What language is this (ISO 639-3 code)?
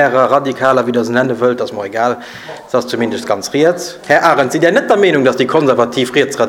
ltz